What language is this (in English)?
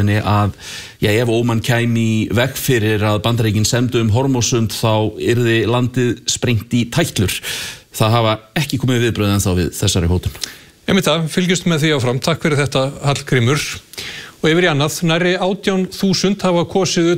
Icelandic